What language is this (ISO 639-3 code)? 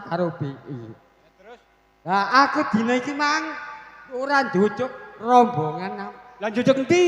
jav